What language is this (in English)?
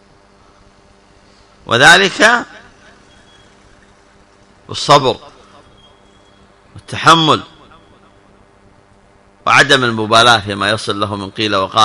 Arabic